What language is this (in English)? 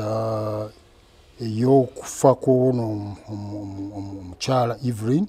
Ganda